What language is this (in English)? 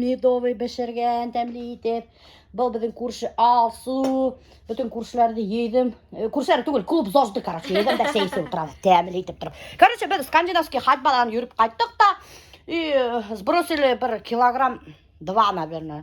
Bashkir